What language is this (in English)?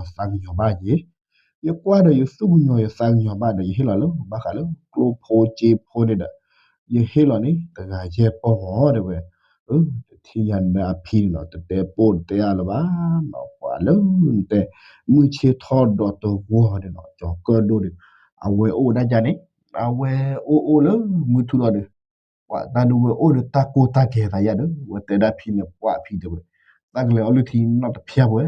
S'gaw Karen